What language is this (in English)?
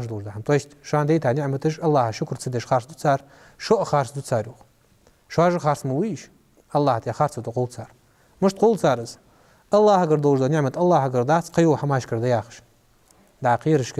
Ingush